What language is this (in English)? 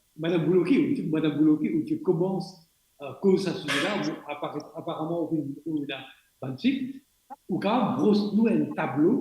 Morisyen